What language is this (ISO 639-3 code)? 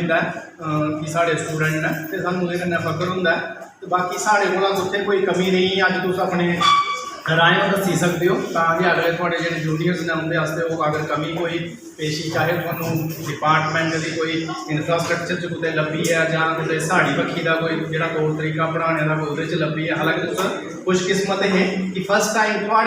doi